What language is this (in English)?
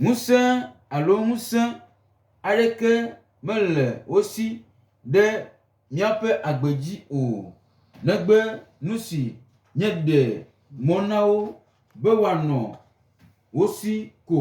Gen